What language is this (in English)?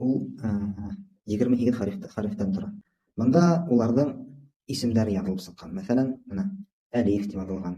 Bashkir